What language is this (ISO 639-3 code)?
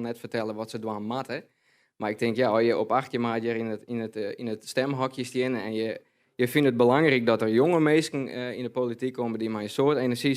fry